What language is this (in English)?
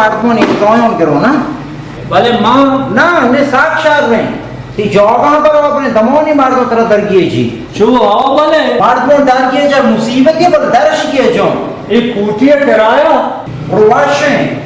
Baluchi